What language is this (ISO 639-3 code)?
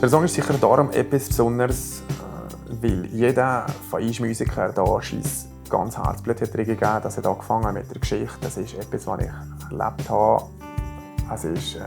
gsw